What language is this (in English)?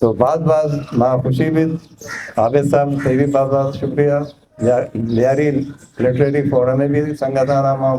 Eastern Balochi